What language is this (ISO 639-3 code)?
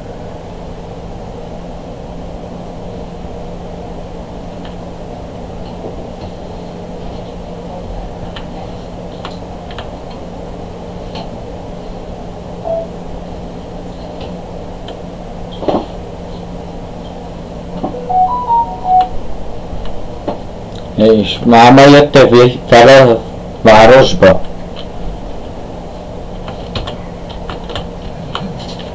hun